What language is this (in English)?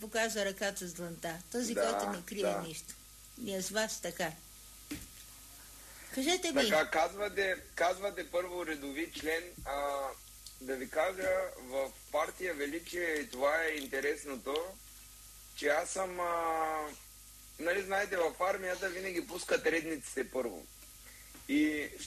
Bulgarian